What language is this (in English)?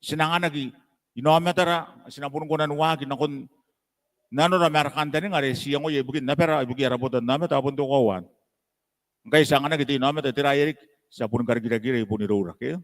Gilbertese